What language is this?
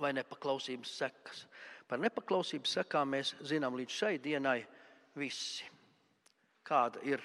Latvian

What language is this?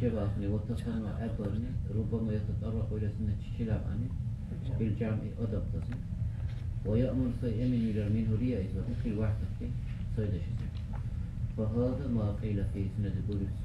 Dargwa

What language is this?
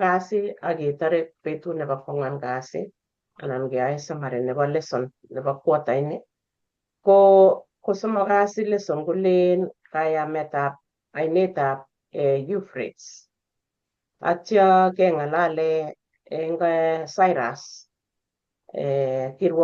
Kalenjin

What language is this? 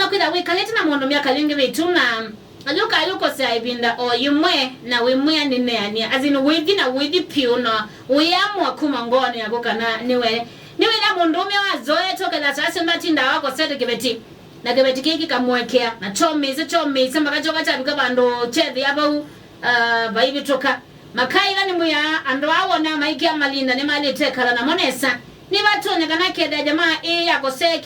Kamba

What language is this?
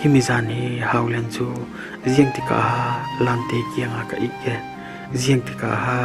Falam Chin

